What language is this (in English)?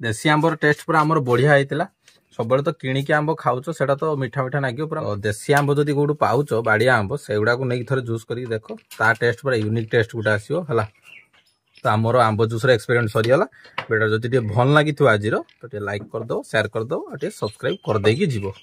Odia